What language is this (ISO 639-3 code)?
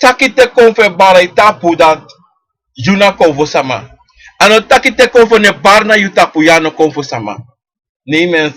srn